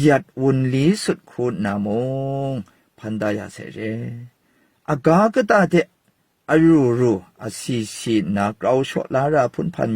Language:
Kachin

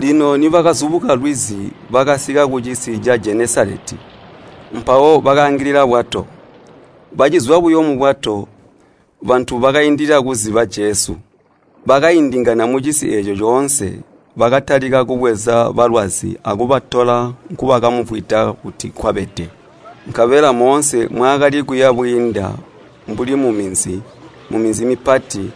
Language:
Tonga (Zambia)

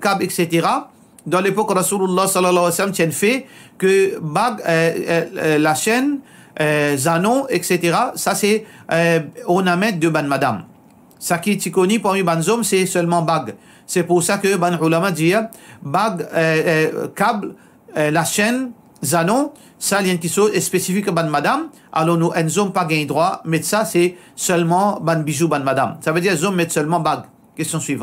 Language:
Morisyen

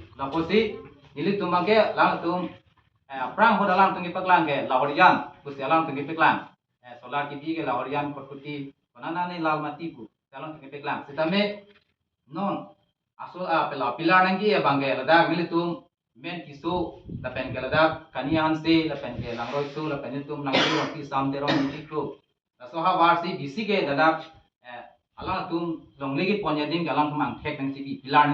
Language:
Karbi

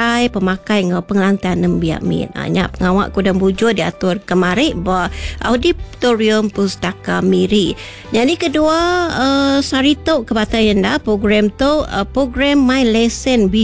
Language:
Iban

